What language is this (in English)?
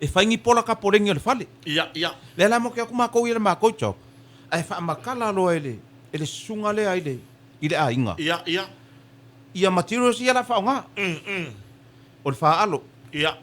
Samoan